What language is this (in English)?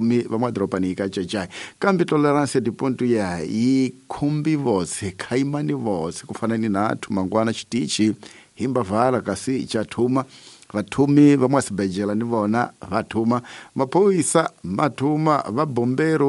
Tsonga